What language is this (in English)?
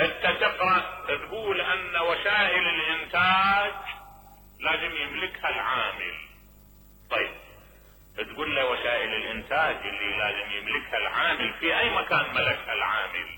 Mesopotamian Arabic